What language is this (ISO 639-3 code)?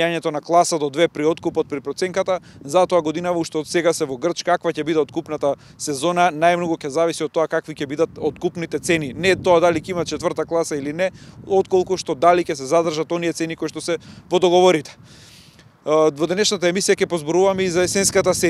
mkd